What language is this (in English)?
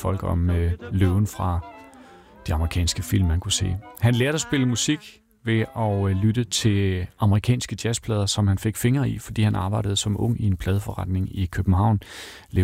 Danish